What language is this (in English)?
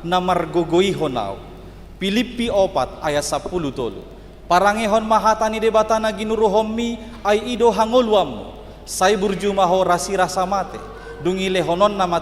Batak Toba